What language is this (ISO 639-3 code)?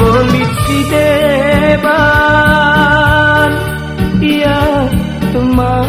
btx